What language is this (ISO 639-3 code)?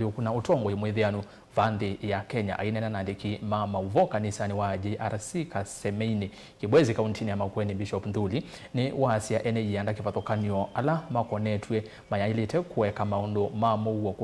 kam